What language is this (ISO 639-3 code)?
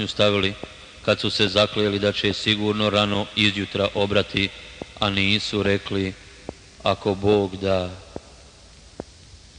bos